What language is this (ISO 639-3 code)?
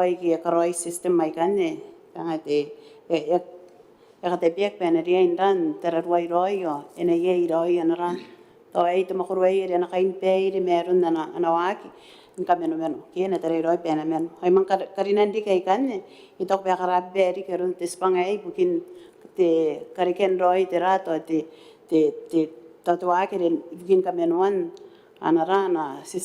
gil